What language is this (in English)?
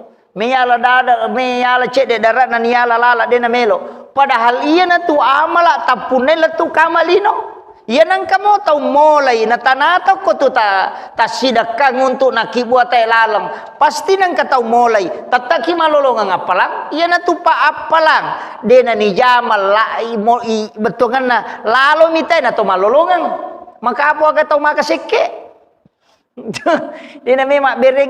Buginese